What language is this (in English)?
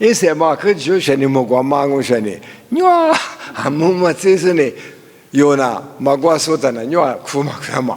Lisu